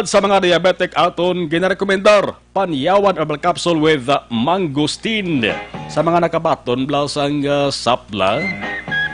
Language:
Hiligaynon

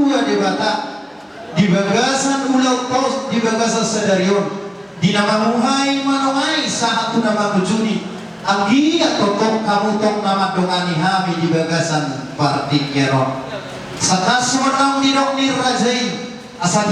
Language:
Batak Toba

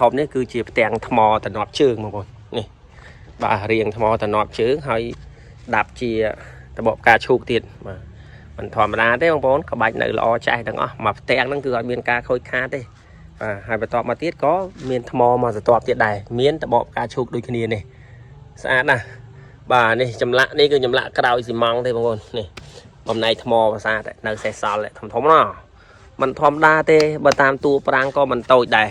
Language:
Khmer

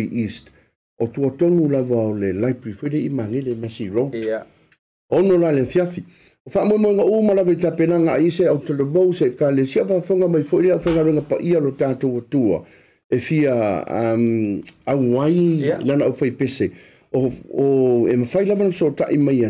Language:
Samoan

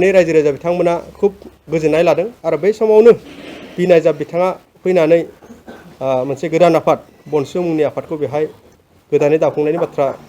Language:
Bodo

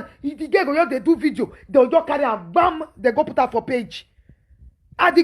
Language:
Nigerian Pidgin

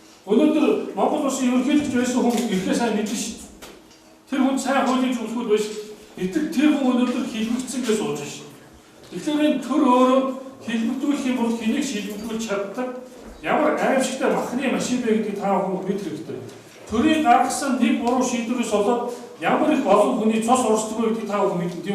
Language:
Mongolian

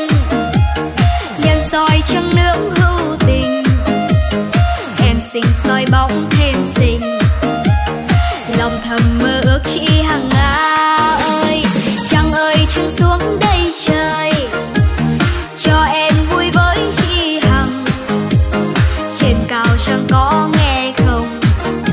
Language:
Vietnamese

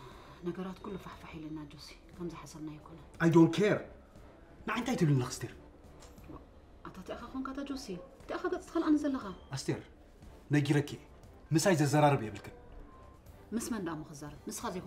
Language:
Tigrinya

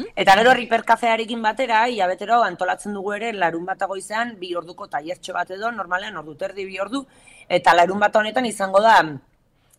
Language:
Basque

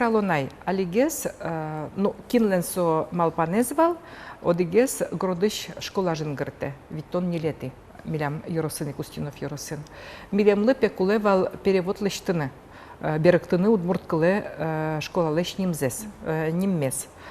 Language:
Udmurt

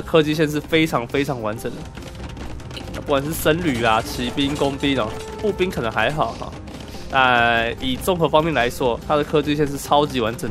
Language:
Chinese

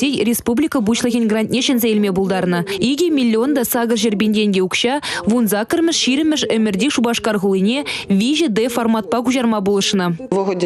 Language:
Chuvash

